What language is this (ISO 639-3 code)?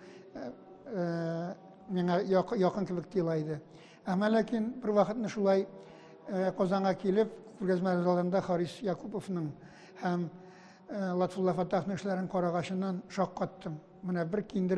tat